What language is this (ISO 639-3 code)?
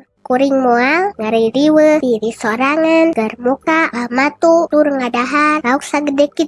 sun